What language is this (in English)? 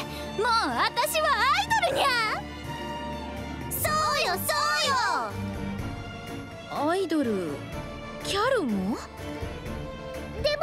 Japanese